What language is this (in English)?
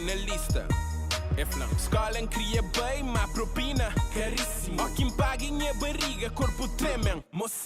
Kabuverdianu